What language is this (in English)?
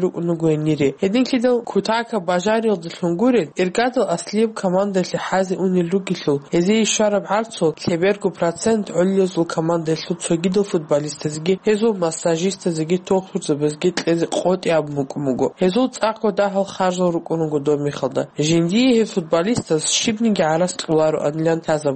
Avaric